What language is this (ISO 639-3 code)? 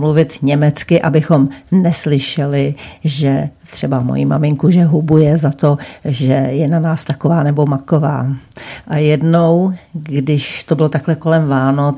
ces